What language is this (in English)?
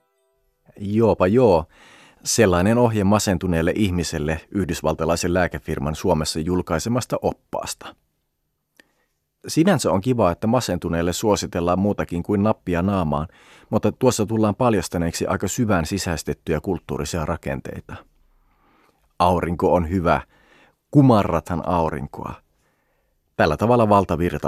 Finnish